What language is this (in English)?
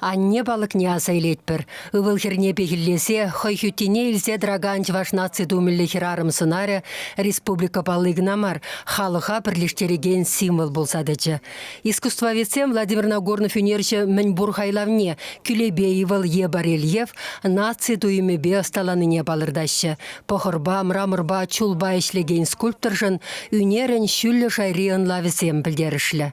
Chuvash